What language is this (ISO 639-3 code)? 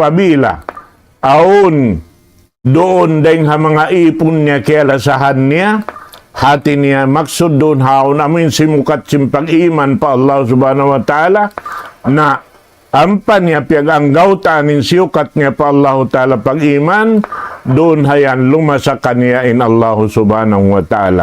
tsg